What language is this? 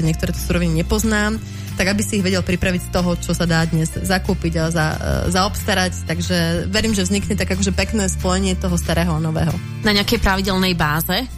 Slovak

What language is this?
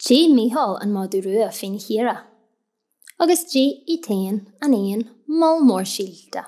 Irish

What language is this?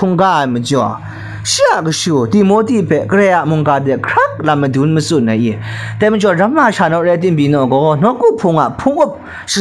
Kachin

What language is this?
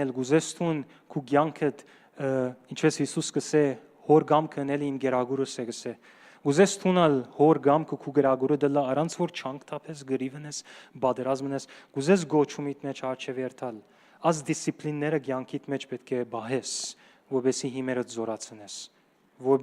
Western Armenian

